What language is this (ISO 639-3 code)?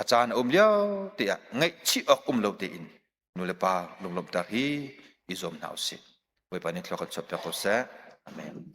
cnh